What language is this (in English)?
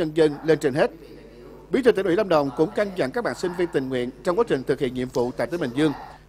Vietnamese